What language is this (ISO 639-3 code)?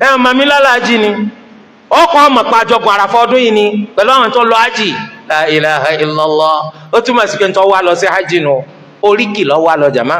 yor